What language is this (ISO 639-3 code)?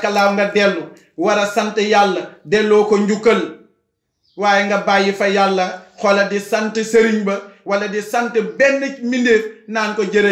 wol